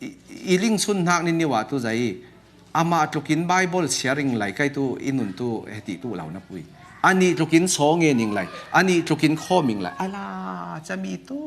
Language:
Falam Chin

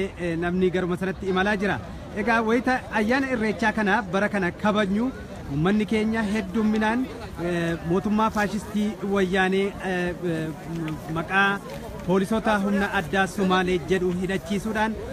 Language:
Oromo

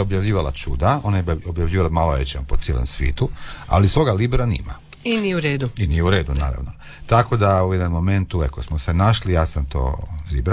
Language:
Croatian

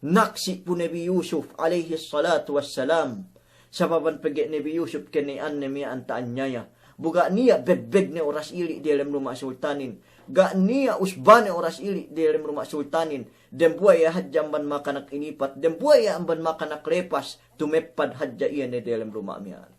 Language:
Yakan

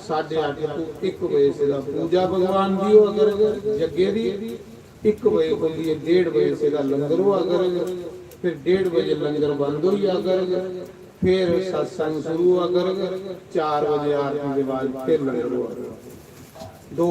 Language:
Dogri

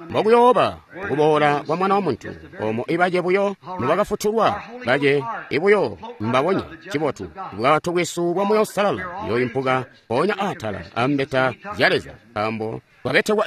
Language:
Tonga (Zambia)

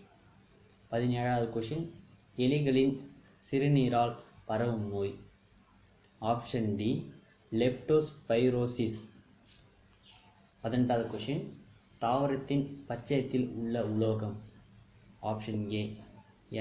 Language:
Tamil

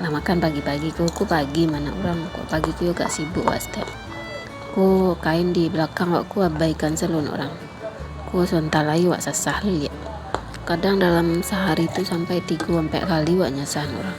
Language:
Minangkabau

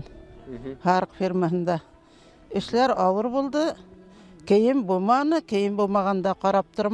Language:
Bashkir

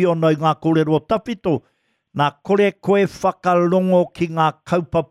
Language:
Māori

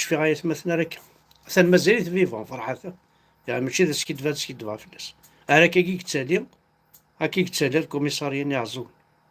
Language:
Kabyle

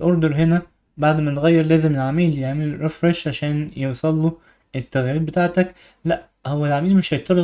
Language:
Egyptian Arabic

